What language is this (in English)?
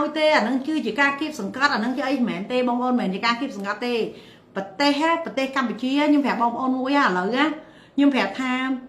Khmer